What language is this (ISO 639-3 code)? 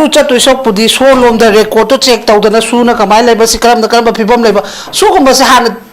mni